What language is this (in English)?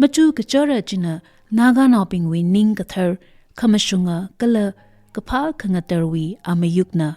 Tangkhul Naga (India)